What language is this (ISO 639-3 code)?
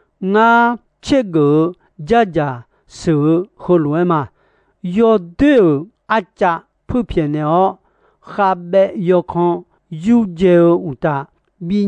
ahk